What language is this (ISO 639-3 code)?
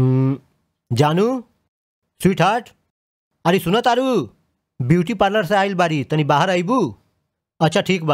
bho